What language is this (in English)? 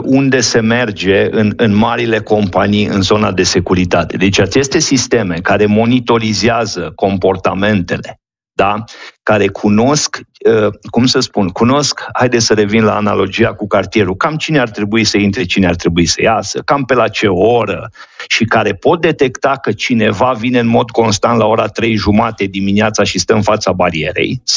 Romanian